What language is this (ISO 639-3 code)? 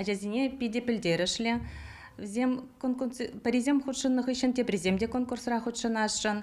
chv